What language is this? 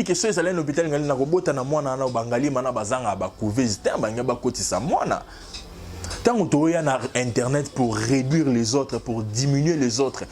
Lingala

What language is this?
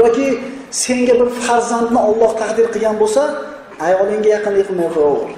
Uzbek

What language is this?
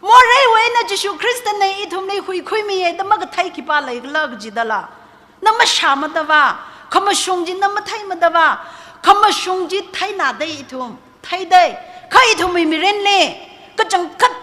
Tangkhul Naga (India)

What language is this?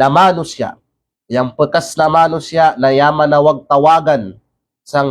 Kalagan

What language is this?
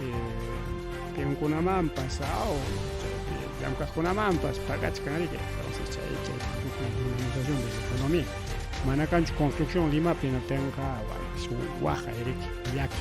Ayacucho Quechua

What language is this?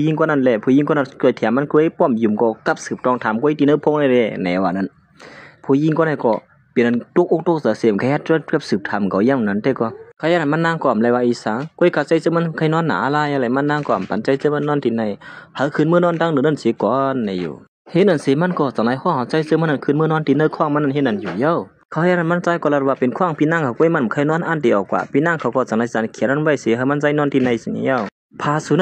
Shan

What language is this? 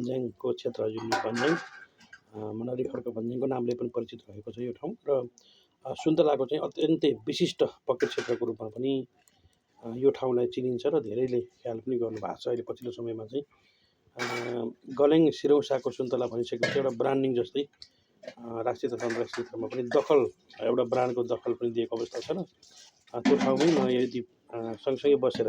Nepali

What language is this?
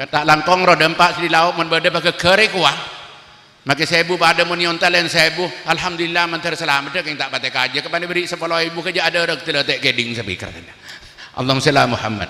Madurese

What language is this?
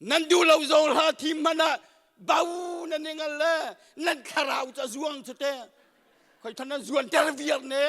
Hakha Chin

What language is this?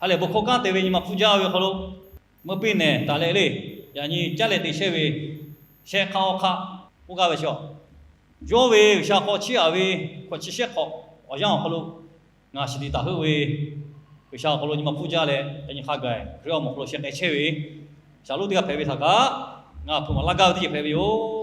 Lahu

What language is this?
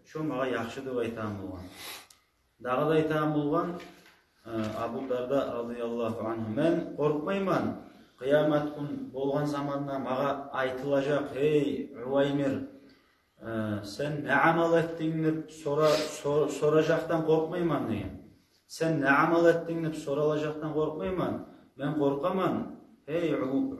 Kumyk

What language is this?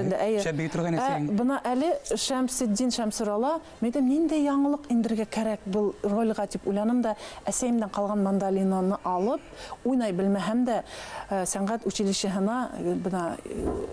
Bashkir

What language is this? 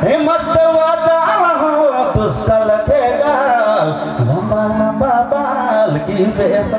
Sadri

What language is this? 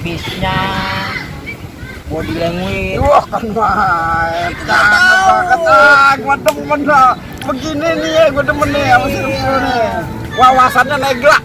Betawi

